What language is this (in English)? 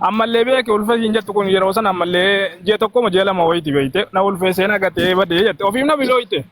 Oromo